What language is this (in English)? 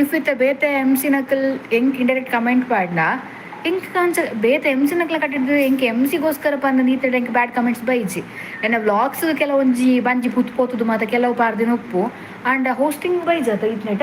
Tulu